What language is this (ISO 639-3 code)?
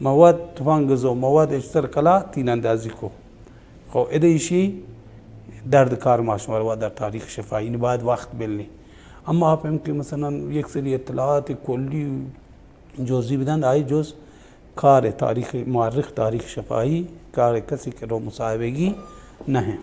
bal